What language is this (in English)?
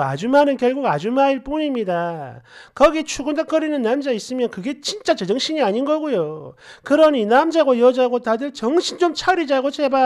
Korean